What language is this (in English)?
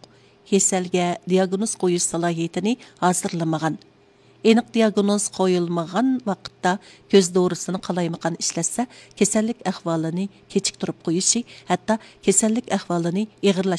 Uyghur